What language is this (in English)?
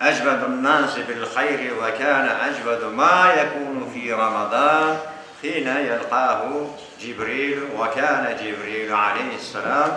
Crimean Tatar